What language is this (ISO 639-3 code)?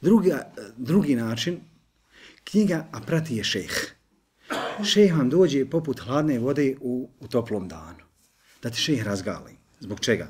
bos